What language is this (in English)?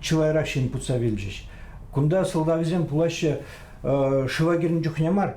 Chuvash